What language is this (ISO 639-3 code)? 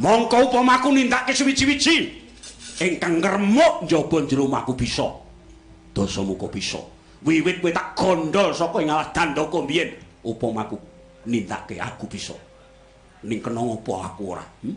jav